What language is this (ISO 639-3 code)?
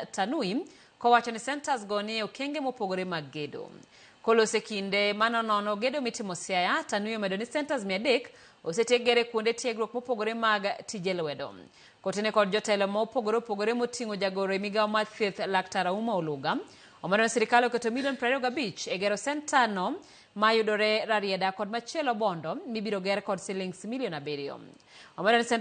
luo